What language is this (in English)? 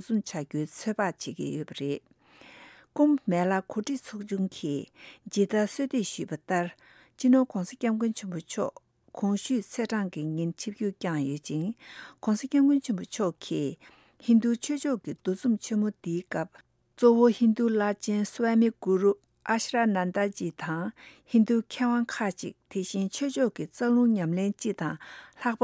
Tibetan